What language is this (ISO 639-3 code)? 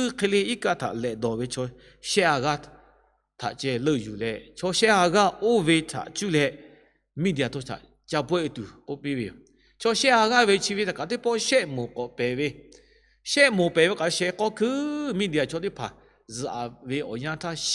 lhu